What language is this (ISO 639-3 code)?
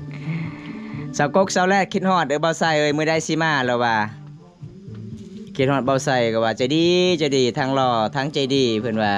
lao